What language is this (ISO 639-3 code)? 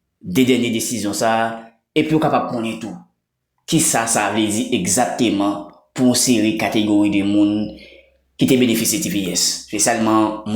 hat